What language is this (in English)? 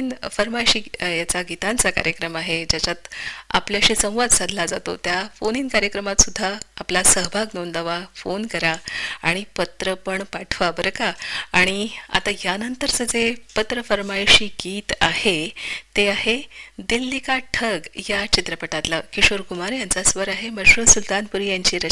Marathi